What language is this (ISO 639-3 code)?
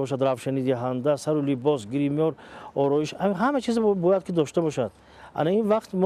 tgk